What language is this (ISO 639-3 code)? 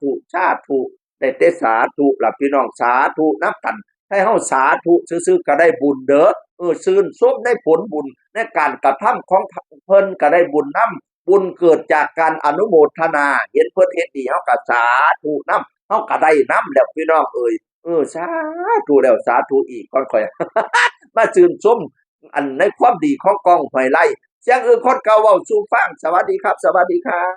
tts